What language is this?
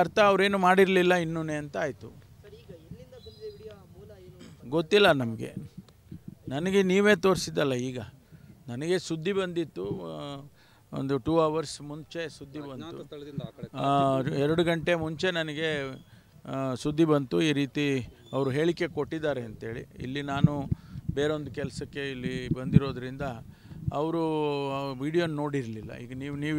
Kannada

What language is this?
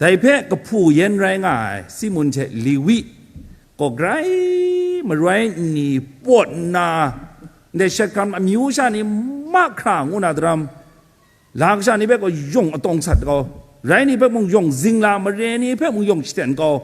Kachin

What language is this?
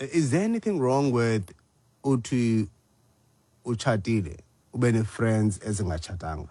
Xhosa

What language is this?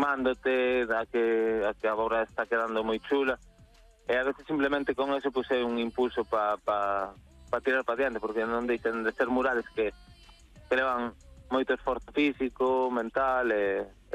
Galician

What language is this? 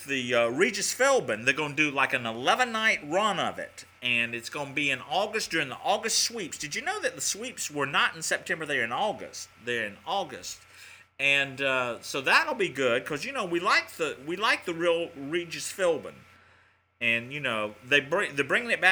English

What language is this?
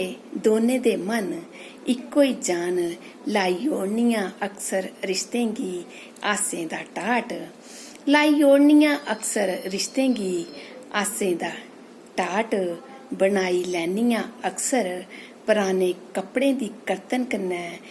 Dogri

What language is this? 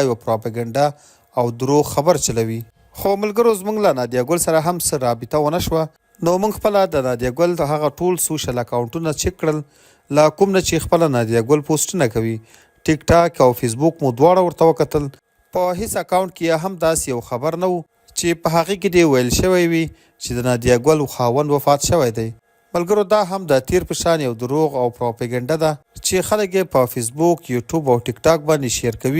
Pashto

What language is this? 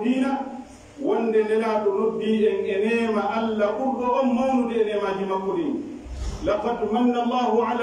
Pular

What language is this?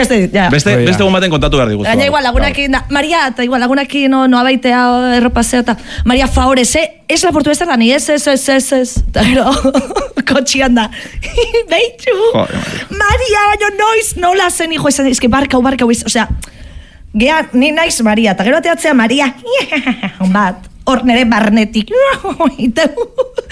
Basque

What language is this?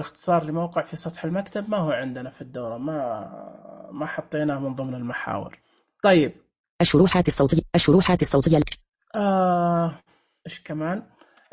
Najdi Arabic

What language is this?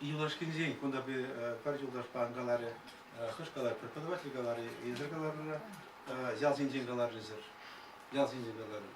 Chuvash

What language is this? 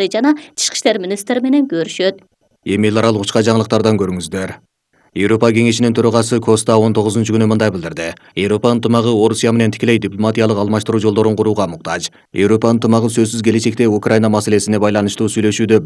Kyrgyz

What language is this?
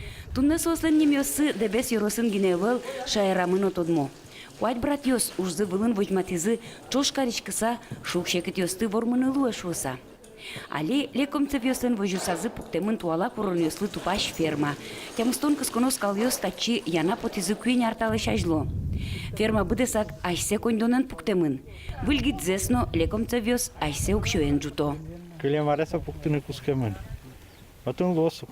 Udmurt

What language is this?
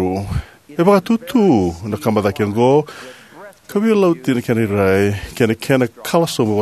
Fijian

